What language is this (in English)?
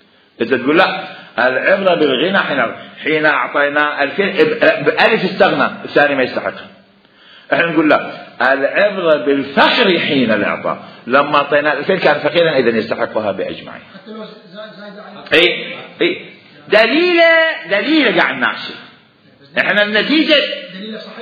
Mesopotamian Arabic